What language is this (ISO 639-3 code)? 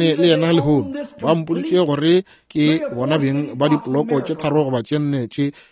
nso